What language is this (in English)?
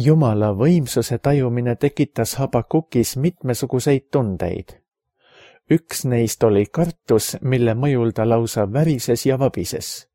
Estonian